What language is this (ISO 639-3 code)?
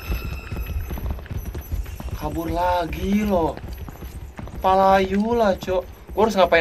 ind